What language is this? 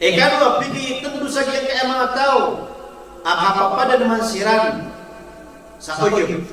Maranao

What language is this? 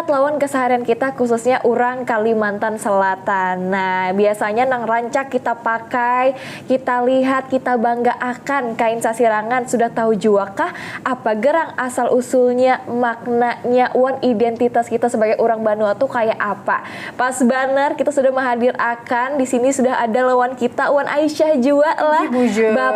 Banjar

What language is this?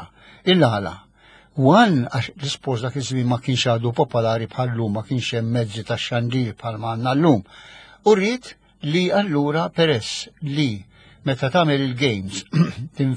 Maltese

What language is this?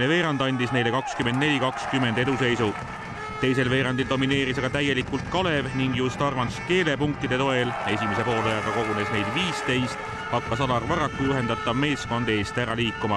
Estonian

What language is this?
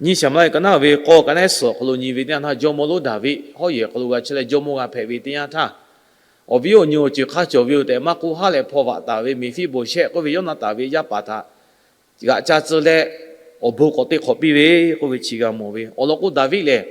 Lahu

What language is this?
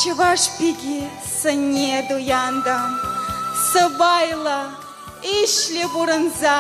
Chuvash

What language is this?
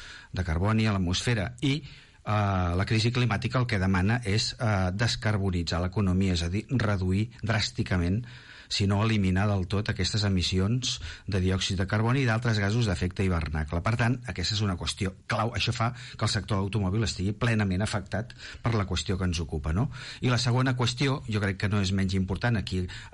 Catalan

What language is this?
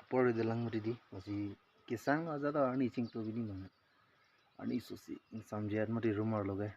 Karbi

